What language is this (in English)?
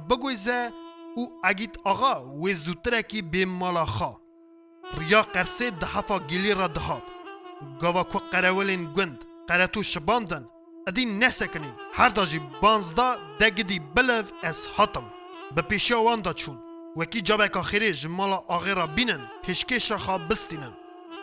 Kurdish